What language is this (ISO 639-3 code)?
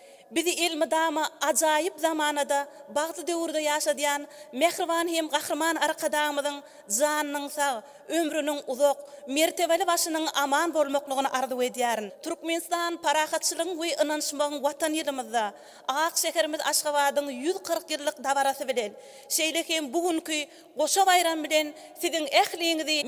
tuk